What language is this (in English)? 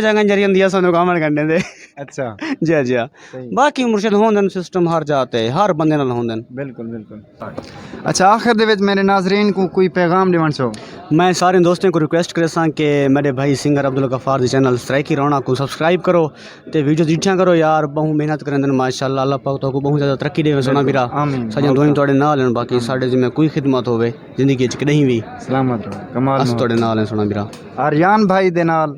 Saraiki